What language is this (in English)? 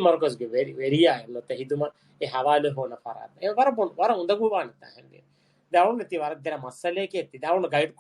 Divehi